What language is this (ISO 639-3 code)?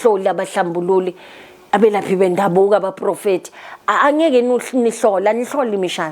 zul